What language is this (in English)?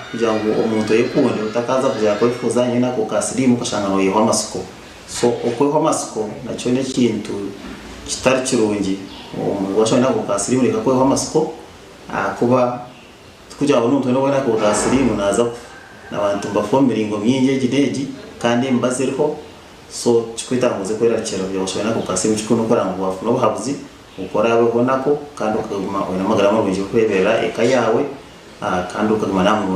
Nyankole